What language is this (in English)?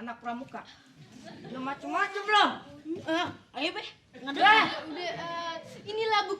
Betawi